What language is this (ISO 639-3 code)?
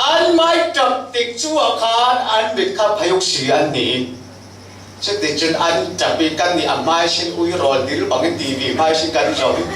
cfm